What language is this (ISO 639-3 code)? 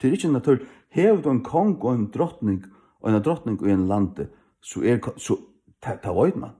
fao